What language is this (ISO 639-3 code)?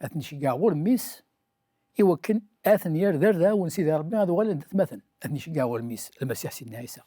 kab